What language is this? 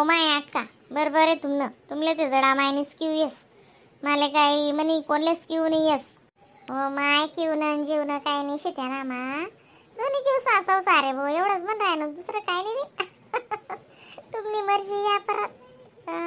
Khandesi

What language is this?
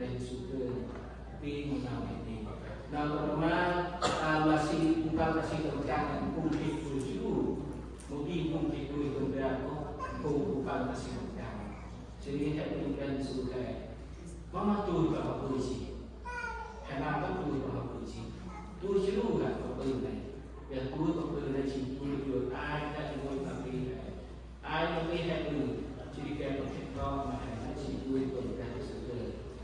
Central Mnong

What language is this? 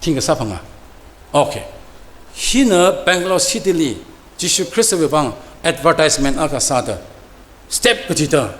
Tangkhul Naga (India)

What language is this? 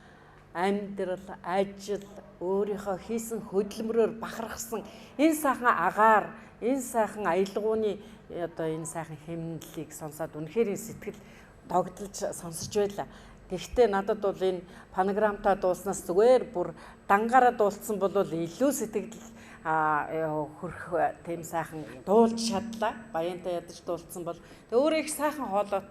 Mongolian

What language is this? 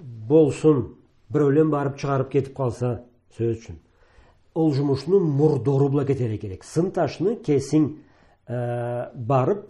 Karachay-Balkar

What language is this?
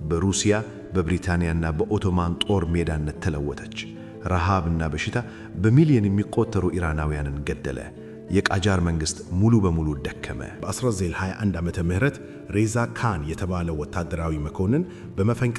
Amharic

